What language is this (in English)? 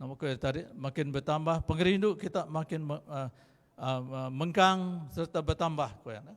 Iban